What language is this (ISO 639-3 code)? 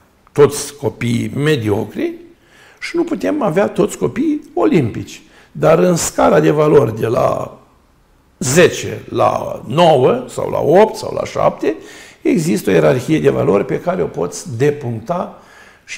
ron